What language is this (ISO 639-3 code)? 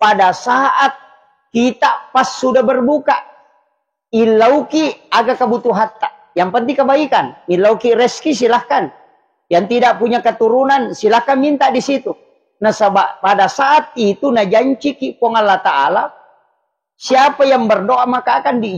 bug